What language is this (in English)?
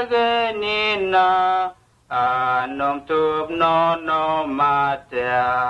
Vurës